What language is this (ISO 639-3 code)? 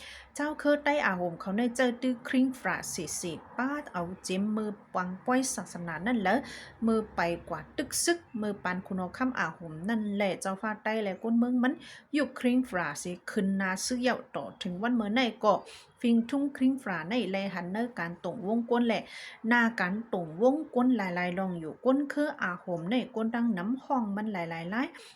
shn